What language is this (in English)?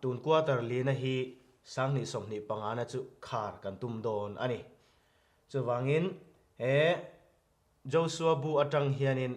Mizo